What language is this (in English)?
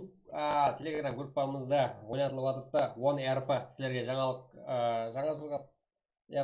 Kara-Kalpak